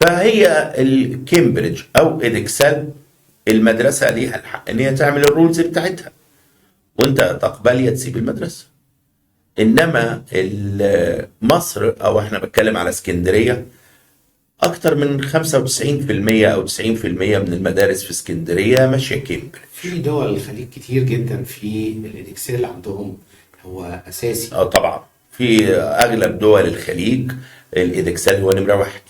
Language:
Egyptian Arabic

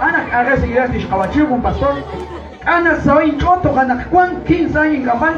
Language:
Kekchí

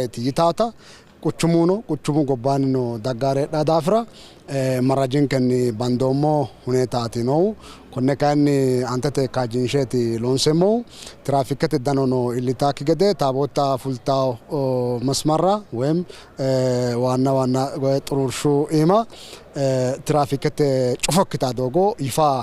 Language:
Sidamo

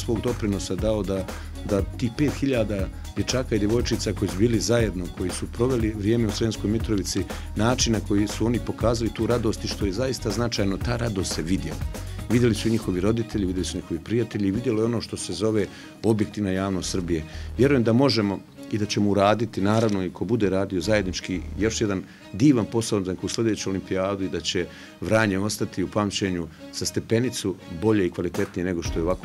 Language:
Serbian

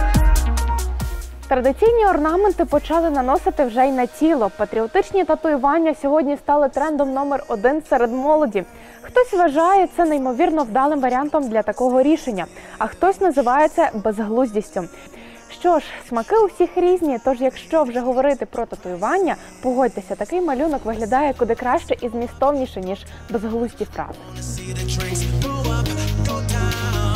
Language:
Ukrainian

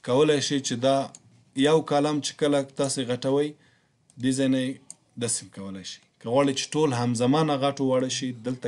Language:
Pashto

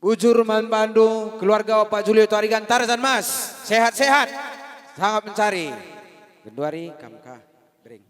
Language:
Batak Karo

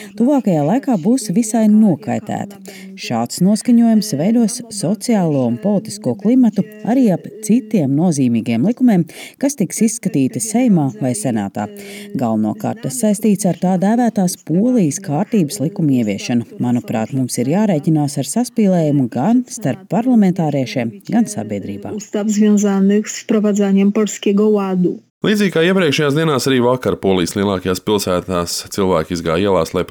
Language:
Latvian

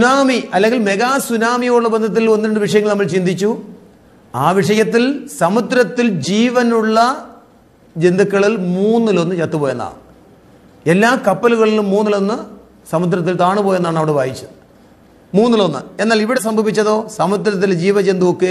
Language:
Malayalam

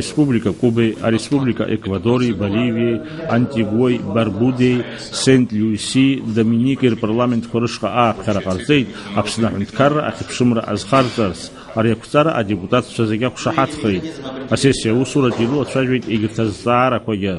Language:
Abkhazian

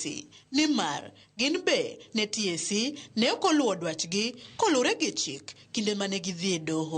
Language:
Luo (Kenya and Tanzania)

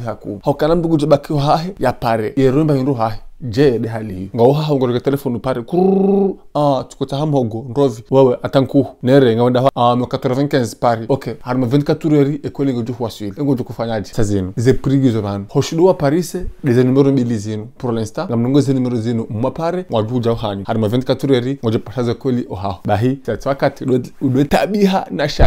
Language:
Ngazidja Comorian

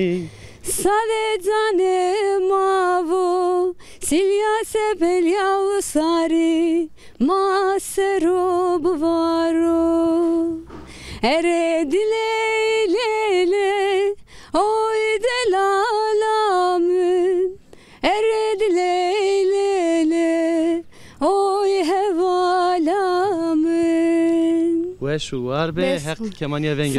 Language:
Zaza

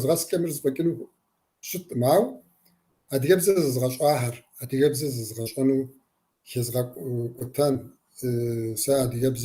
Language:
Kabardian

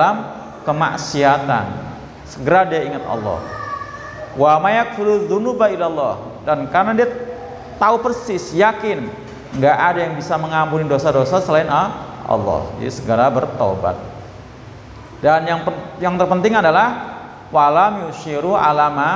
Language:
Indonesian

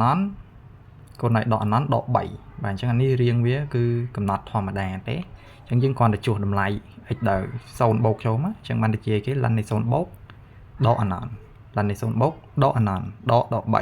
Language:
Khmer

